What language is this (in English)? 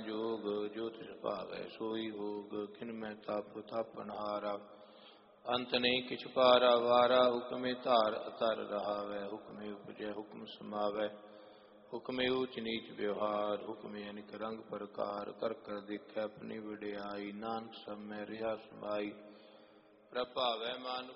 Punjabi